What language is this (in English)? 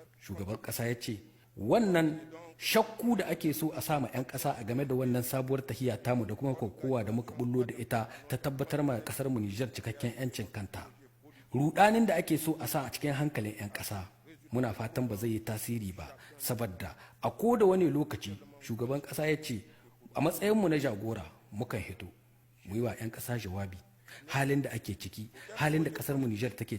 Hausa